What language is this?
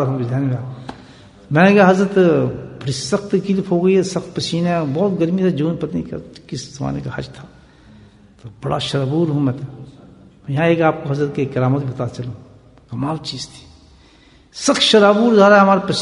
Urdu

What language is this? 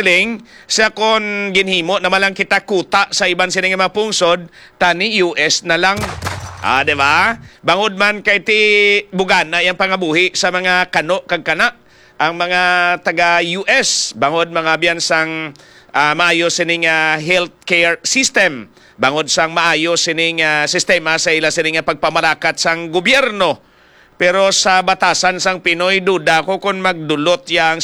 Hiligaynon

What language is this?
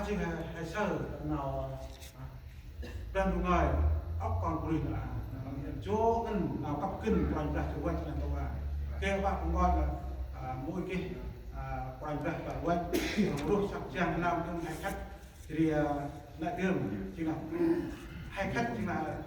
Central Mnong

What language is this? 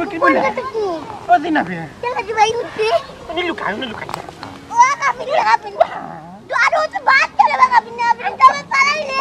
Sylheti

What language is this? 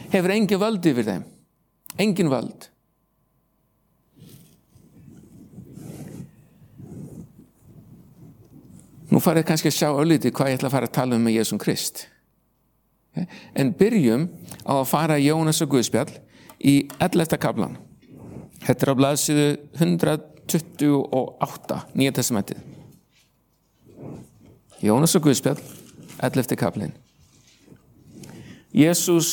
Icelandic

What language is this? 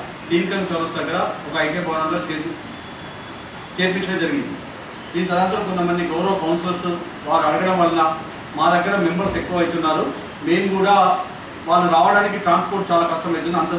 Telugu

